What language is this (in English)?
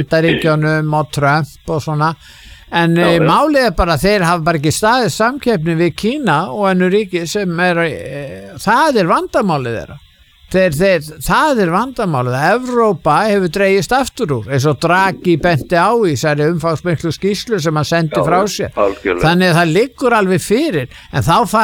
Icelandic